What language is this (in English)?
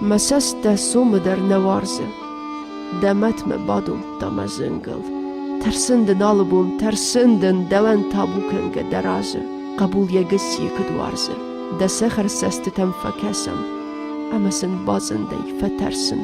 Ossetic